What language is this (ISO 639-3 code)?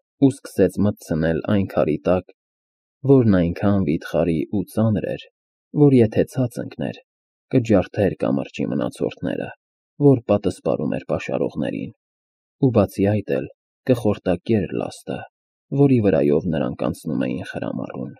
hye